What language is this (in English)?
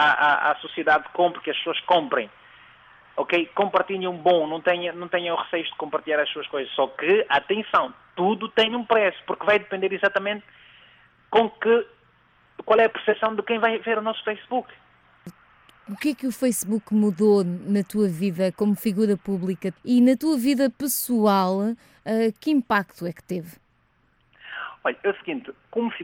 Portuguese